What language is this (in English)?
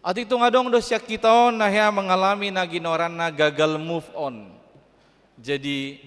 Batak Toba